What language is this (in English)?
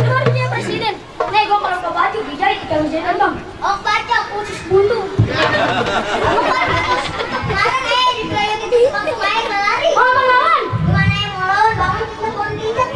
Betawi